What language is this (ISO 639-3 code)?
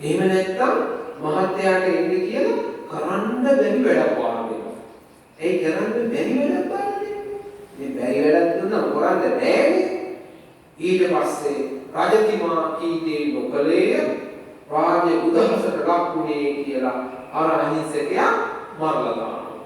sin